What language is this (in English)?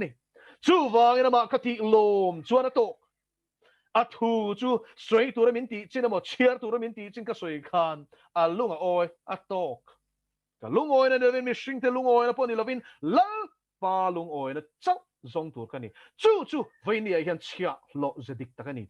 Mizo